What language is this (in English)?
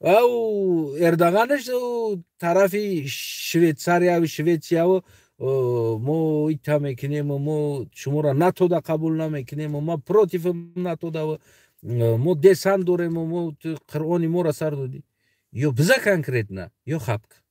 Tajik